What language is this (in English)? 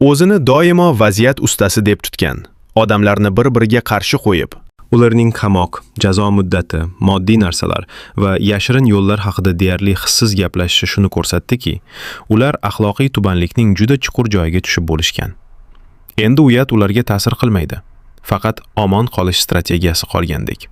Uzbek